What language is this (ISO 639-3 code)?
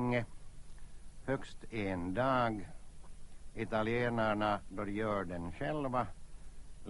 swe